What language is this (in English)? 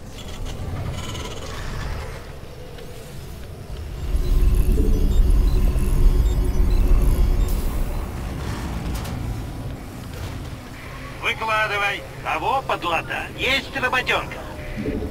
Russian